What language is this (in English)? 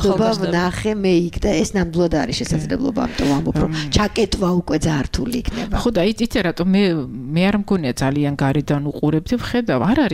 Georgian